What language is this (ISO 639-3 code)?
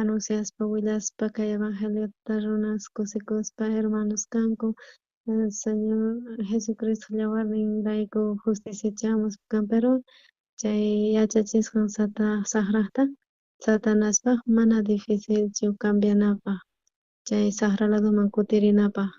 quh